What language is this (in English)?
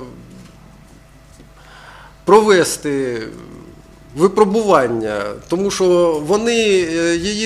Ukrainian